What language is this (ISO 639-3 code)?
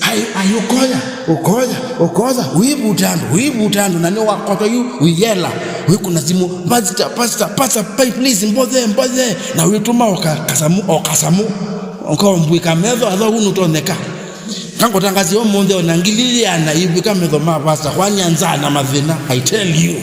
kam